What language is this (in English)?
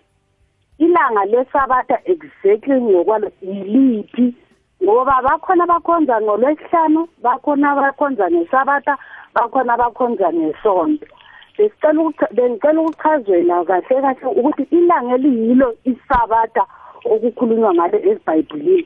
South Ndebele